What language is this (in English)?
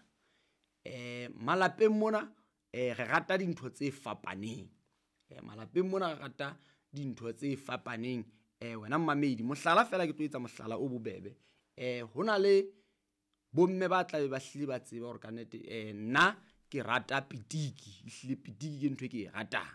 Southern Sotho